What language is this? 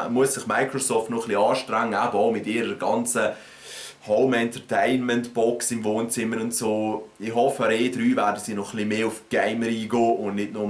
Swiss German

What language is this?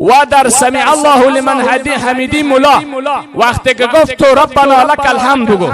Persian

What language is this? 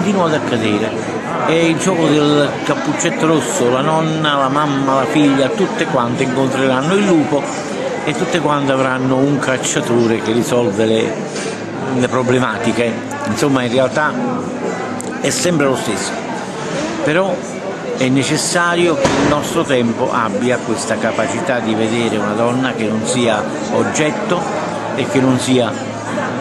Italian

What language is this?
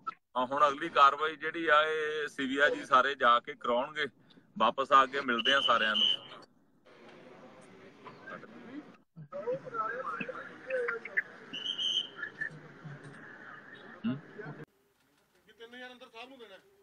Punjabi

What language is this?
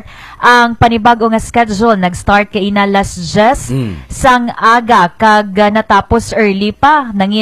Hiligaynon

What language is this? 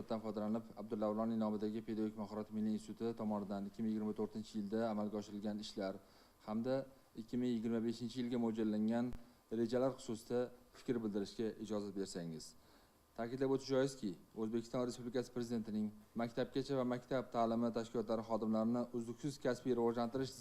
Uzbek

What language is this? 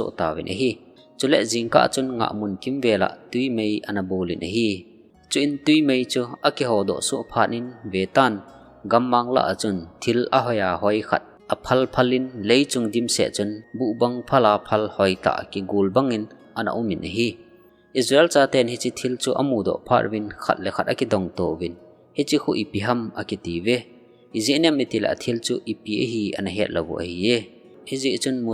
Thado Chin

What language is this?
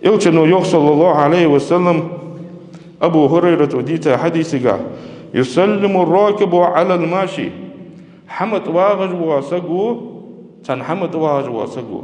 Ingush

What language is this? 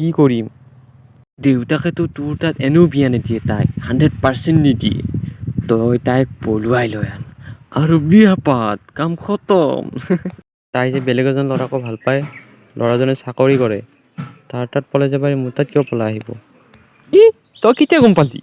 Assamese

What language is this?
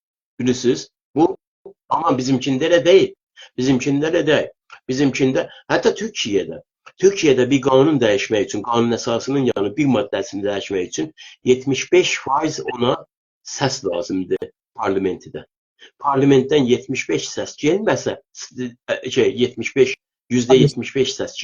South Azerbaijani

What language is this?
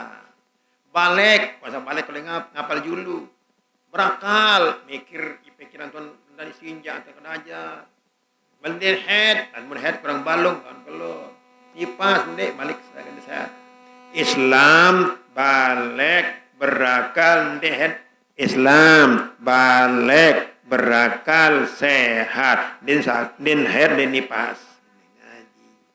Sasak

